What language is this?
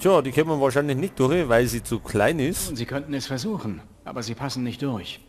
Bavarian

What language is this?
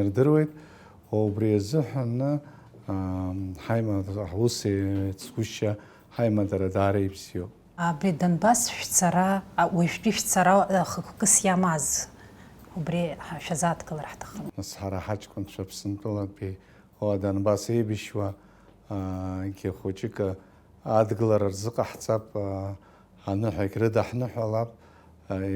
Abkhazian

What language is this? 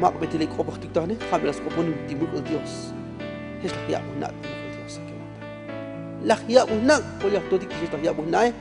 Tzotzil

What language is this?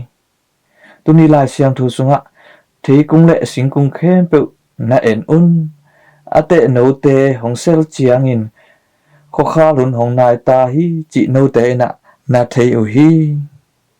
Tedim Chin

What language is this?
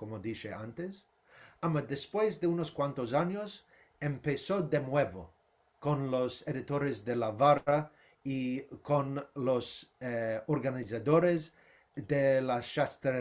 Ladino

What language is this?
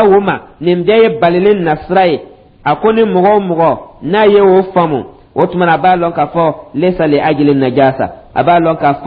Dyula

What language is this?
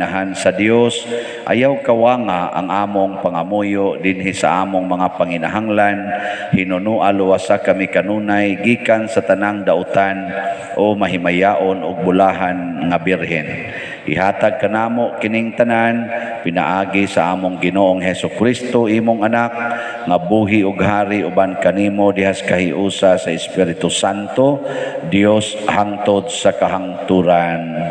Cebuano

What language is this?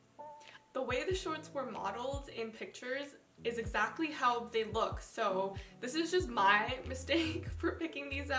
English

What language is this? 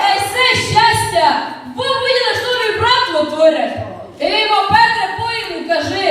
Rusyn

